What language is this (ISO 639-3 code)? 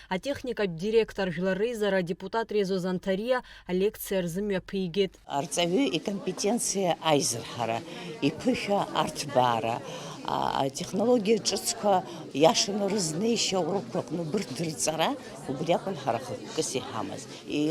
abk